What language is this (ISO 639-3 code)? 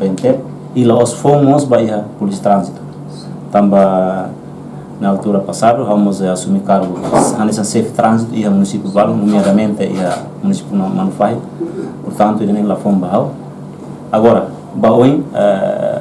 tet